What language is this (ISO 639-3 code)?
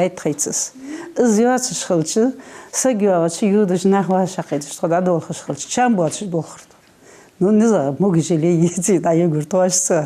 inh